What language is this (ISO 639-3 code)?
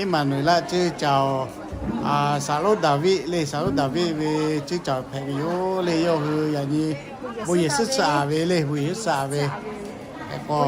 lhu